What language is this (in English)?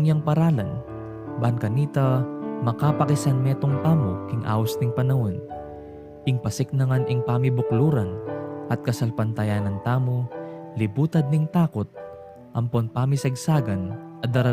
Pampanga